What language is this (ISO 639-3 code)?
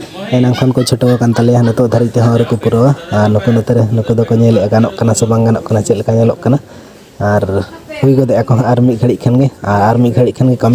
sat